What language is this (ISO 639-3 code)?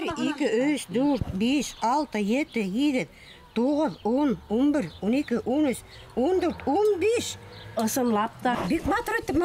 bak